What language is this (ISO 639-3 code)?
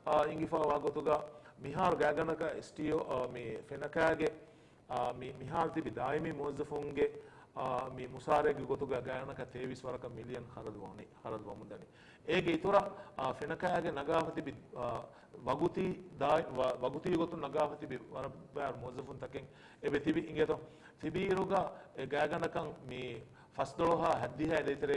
div